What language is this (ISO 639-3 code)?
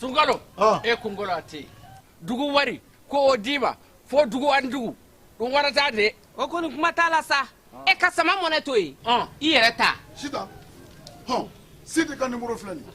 bam